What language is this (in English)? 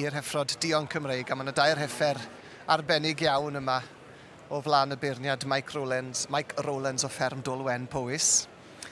Welsh